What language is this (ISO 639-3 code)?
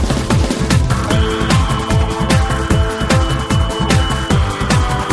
tel